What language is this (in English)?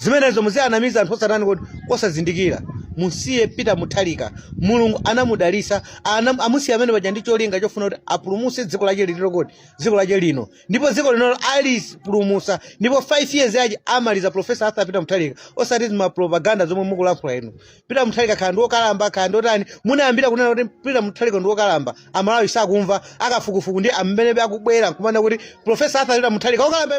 Nyanja